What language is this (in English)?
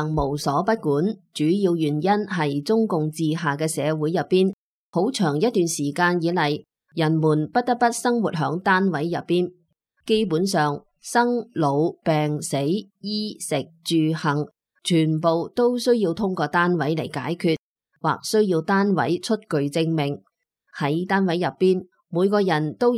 Cantonese